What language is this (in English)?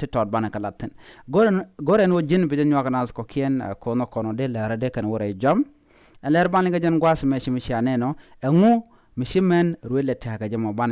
Nuer